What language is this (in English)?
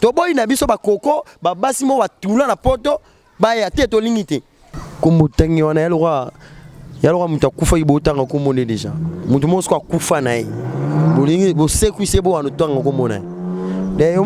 Lingala